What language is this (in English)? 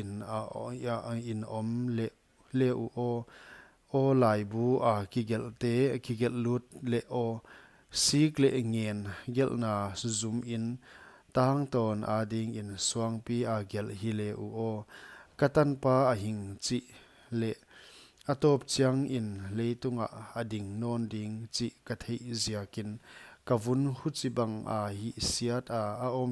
Paite Chin